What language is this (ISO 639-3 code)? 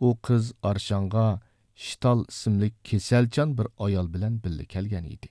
uig